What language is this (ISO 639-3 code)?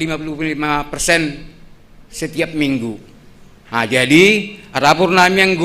bts